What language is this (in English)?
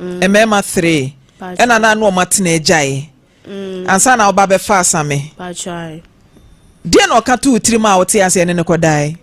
Akan